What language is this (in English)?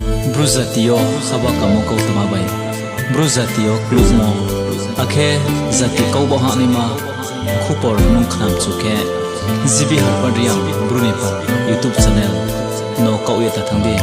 Riang (India)